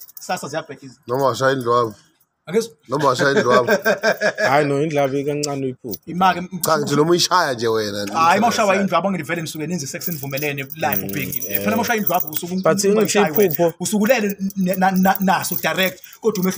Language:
Zulu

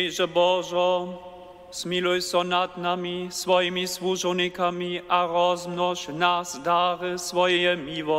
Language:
Upper Sorbian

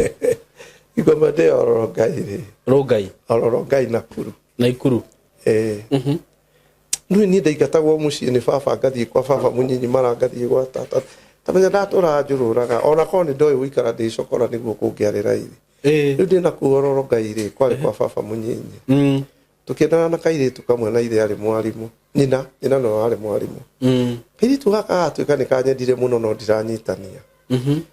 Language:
Kikuyu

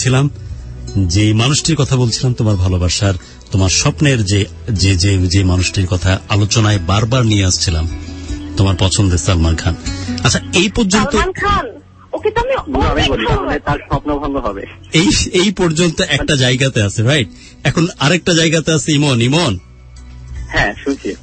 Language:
Bangla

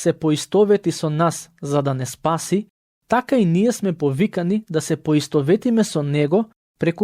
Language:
Macedonian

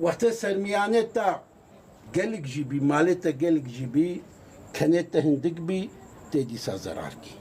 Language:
Kurdish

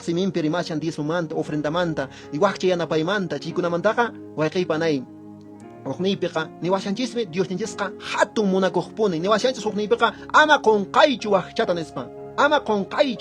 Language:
Quechua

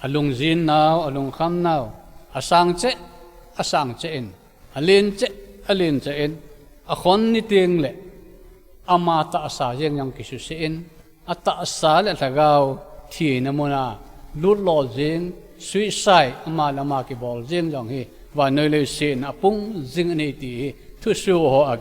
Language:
Thado Chin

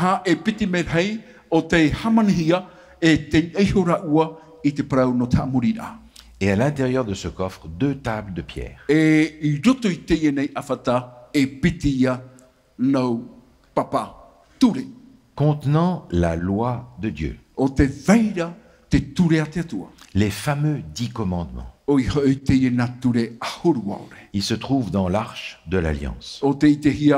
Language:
Tahitian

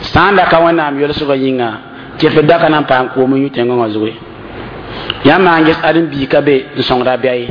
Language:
Mossi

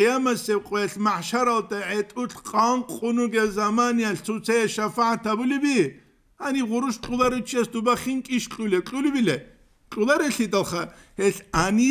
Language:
Avaric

